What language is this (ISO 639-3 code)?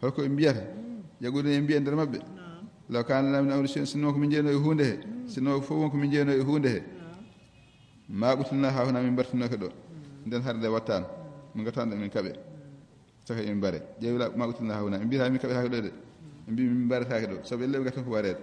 ful